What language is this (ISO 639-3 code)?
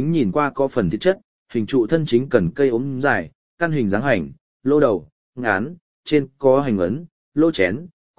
vie